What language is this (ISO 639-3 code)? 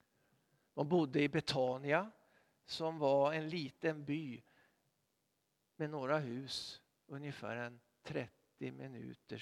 swe